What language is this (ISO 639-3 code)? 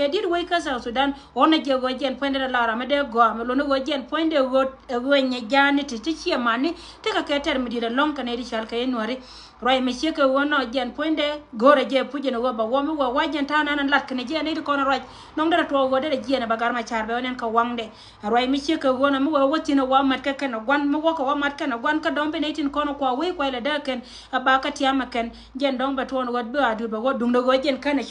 nus